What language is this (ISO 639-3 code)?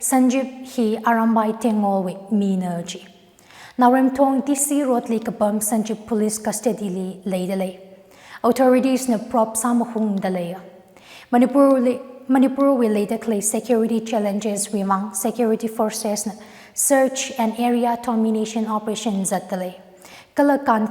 nmf